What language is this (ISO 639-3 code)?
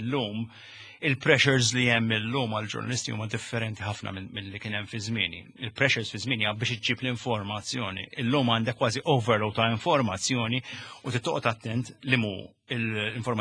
mlt